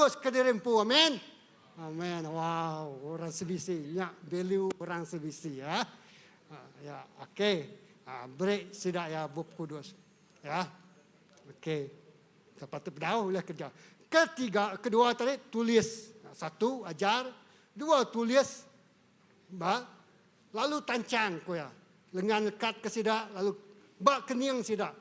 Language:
Iban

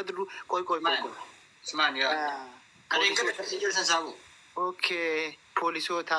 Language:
Oromo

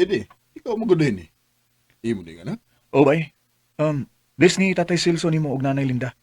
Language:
Cebuano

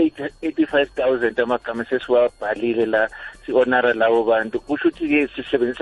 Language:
South Ndebele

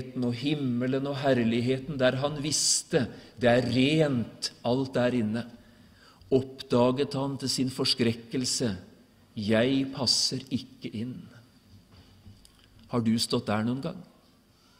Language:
Norwegian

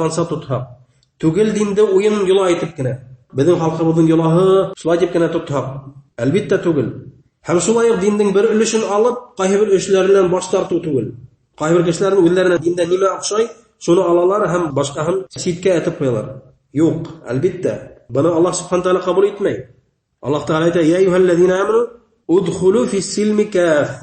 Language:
Bashkir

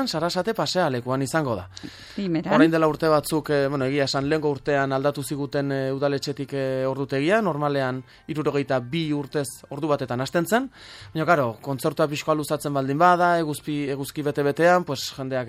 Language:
Basque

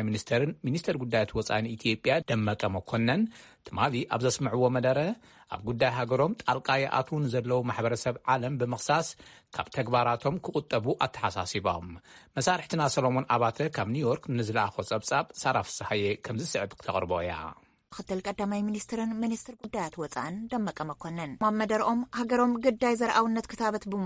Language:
Tigrinya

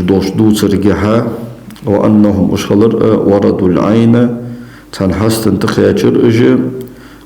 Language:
Ingush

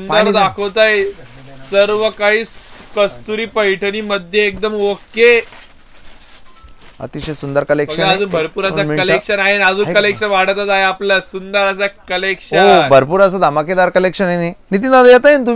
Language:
Marathi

